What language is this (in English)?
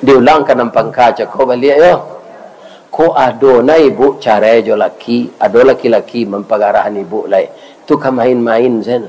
Minangkabau